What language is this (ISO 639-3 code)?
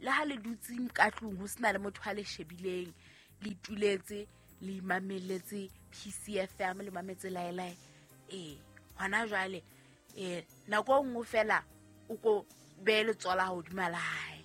sot